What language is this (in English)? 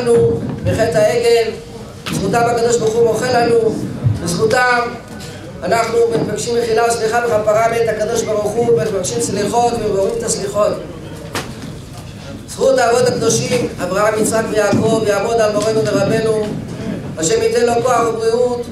Hebrew